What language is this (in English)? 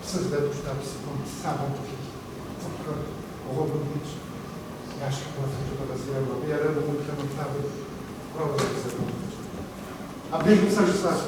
Kabardian